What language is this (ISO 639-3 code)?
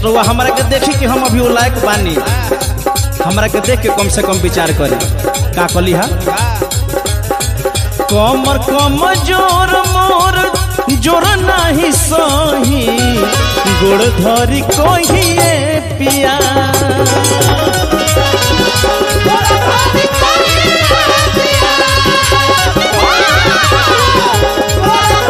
bho